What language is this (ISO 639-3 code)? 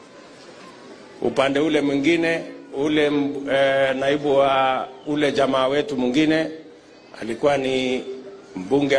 swa